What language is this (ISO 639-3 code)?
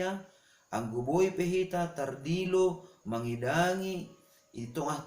bts